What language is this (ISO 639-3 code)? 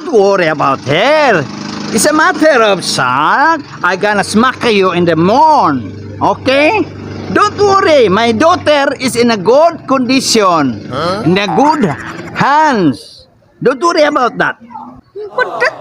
ceb